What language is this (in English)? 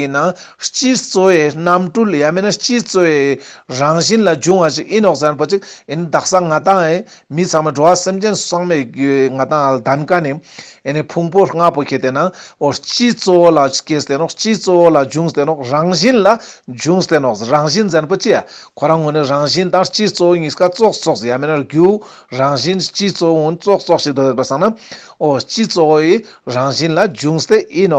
Ladakhi